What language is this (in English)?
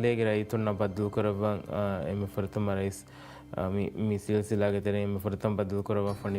Divehi